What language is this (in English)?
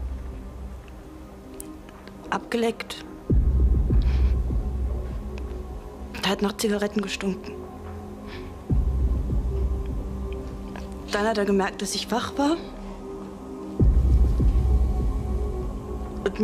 German